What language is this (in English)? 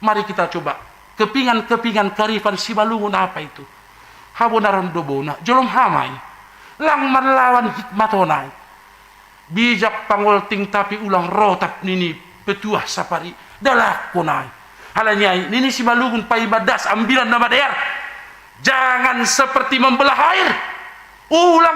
Batak Simalungun